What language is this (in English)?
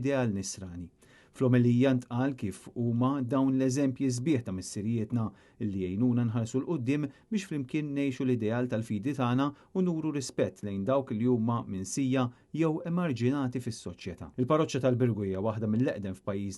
Maltese